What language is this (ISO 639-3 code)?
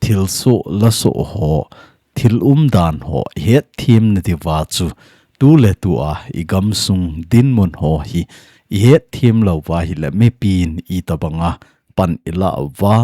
tcz